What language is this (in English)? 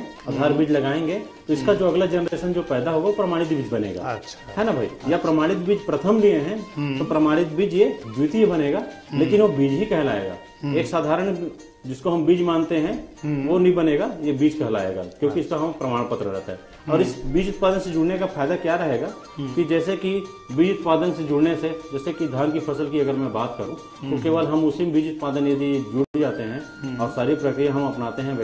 Hindi